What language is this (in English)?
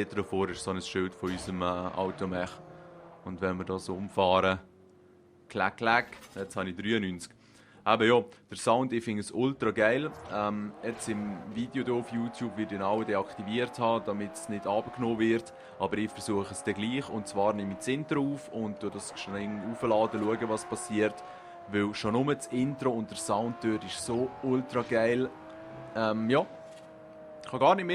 Swiss German